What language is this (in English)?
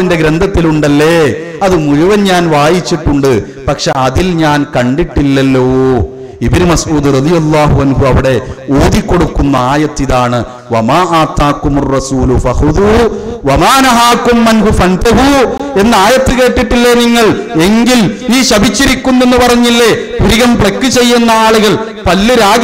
Malayalam